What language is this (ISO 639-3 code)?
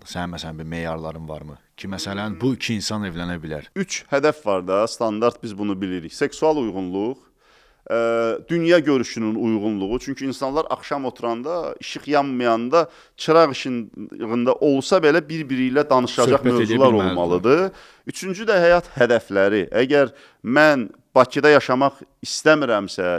aze